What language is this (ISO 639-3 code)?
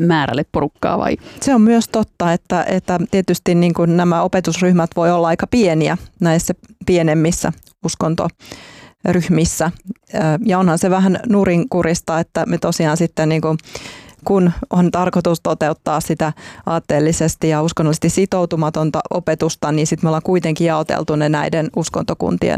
fin